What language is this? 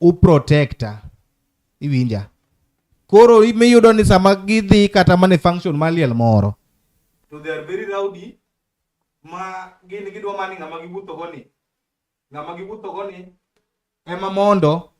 Luo (Kenya and Tanzania)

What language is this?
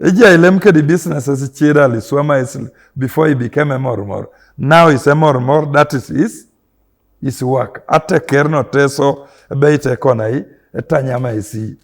Teso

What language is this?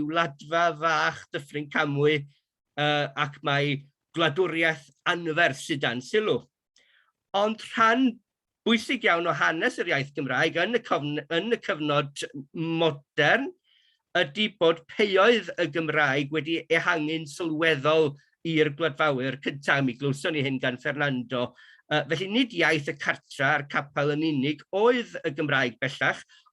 Welsh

